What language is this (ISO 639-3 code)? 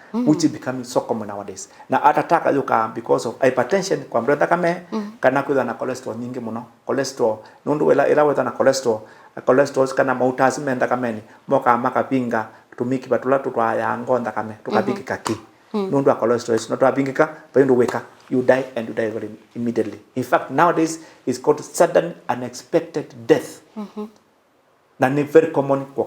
kam